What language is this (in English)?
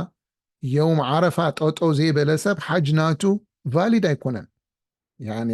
Tigrinya